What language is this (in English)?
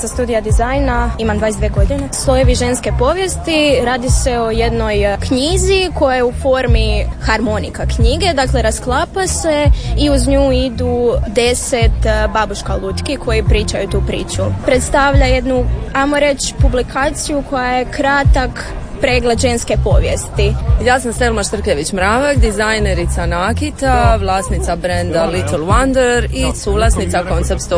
Croatian